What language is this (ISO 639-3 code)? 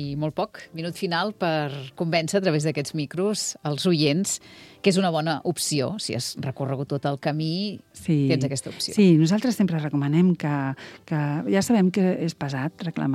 cat